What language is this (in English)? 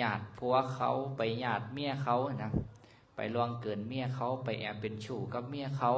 Lao